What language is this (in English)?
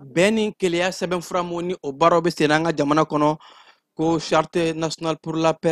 Bambara